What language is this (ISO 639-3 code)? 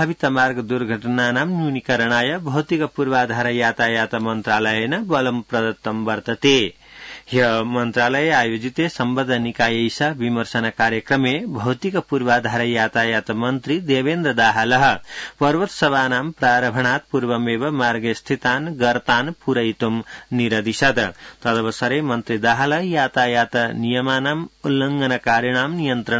san